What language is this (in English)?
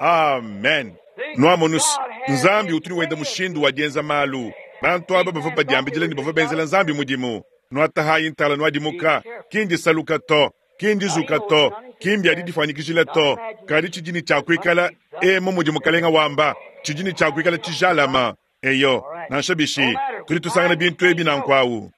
Luba-Lulua